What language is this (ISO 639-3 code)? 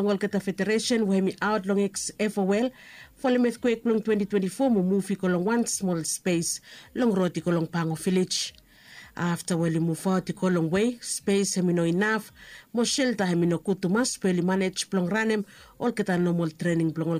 bis